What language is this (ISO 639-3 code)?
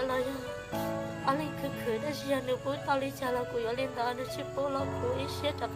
hmn